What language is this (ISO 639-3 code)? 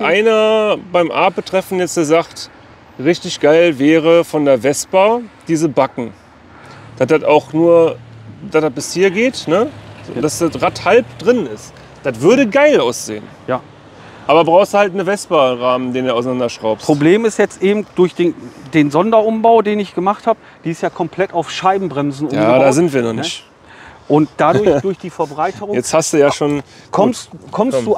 deu